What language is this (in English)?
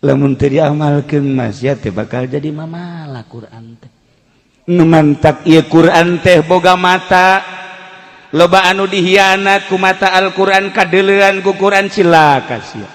Sundanese